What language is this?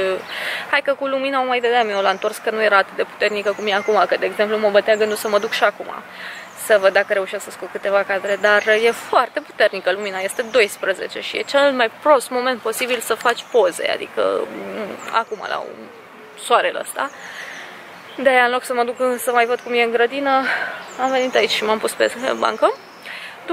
Romanian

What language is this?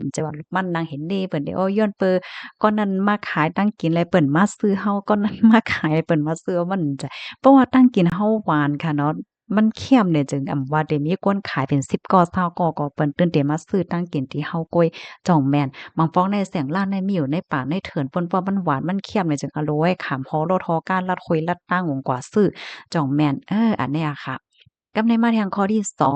Shan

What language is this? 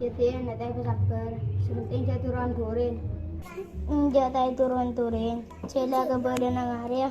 Madurese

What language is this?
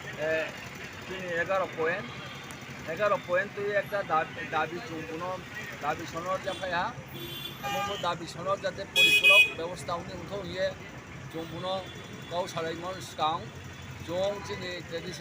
Riang (India)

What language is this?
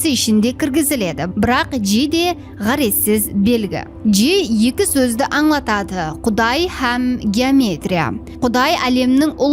Kara-Kalpak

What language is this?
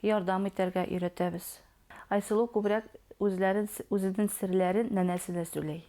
Bashkir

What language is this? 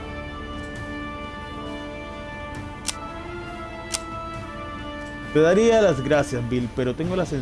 Spanish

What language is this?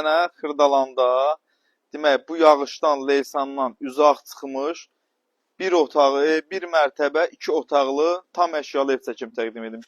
Azerbaijani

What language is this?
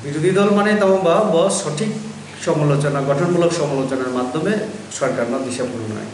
Kok Borok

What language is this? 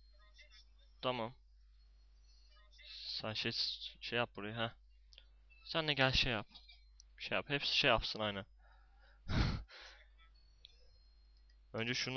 Turkish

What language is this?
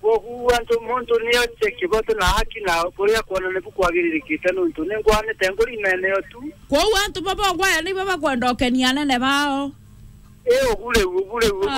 Meru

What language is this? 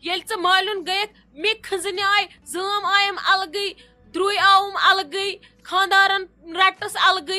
Kashmiri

